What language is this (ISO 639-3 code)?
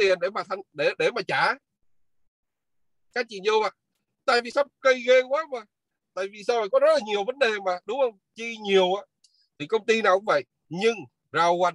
vie